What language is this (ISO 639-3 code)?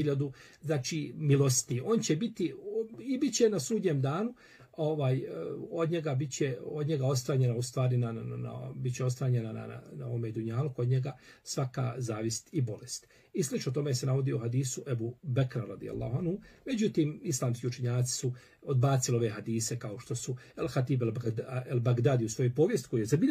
bos